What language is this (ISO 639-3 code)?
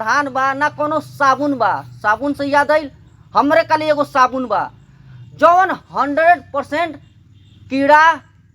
bho